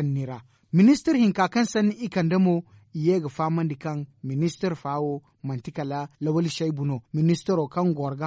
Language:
Zarma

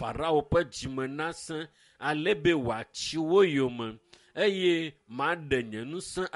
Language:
Ewe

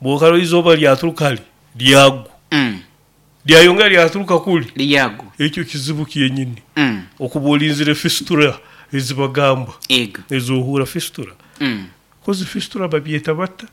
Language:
Nyoro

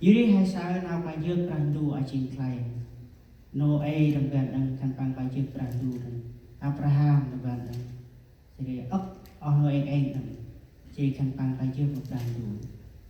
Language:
Central Mnong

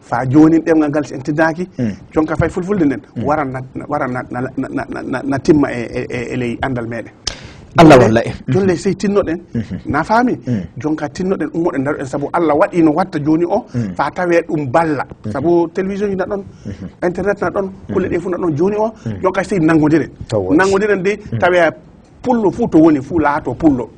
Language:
Fula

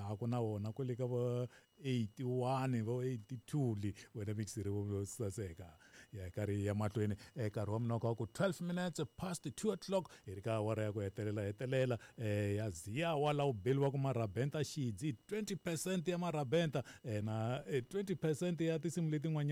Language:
Tsonga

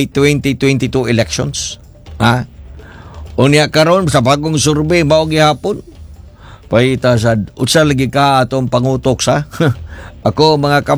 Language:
Cebuano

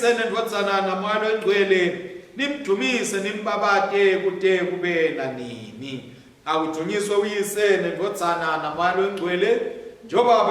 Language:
Swati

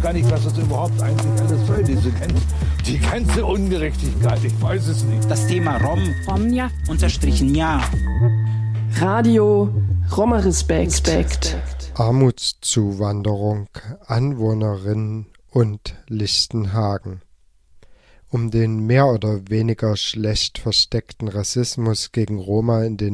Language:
German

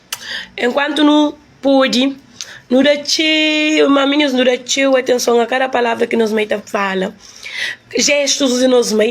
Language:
Kabuverdianu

